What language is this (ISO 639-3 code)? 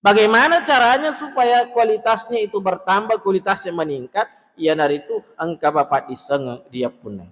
bug